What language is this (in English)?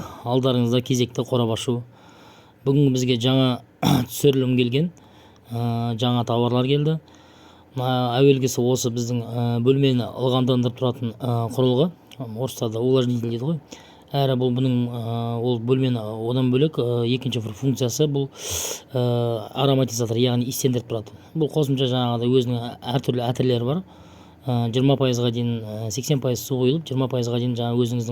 Kazakh